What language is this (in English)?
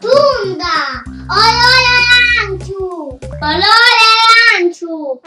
Sardinian